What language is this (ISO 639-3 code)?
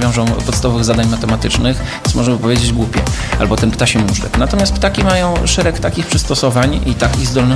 pol